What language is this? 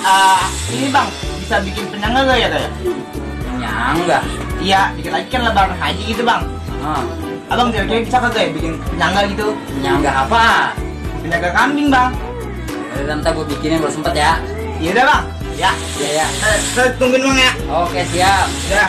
Betawi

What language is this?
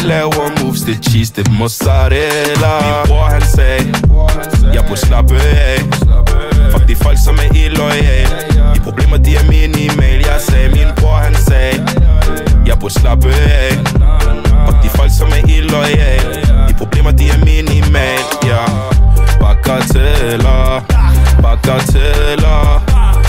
Danish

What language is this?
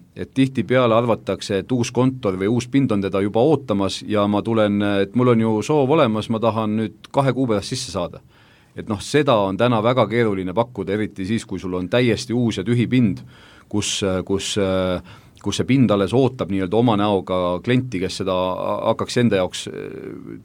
Estonian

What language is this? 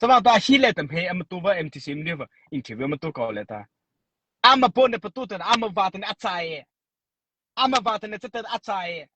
Mara Chin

